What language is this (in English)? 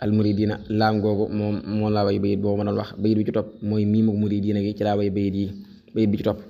Wolof